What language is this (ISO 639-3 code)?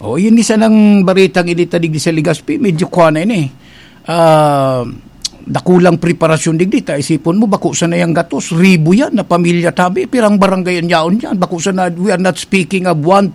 bik